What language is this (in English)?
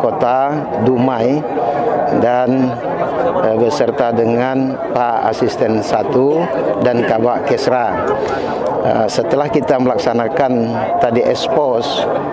Indonesian